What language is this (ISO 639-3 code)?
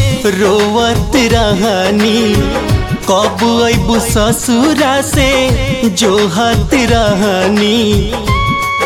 bho